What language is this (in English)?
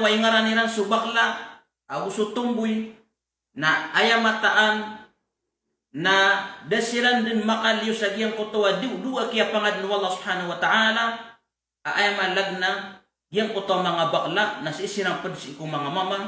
Maranao